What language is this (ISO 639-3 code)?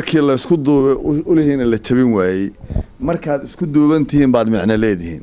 som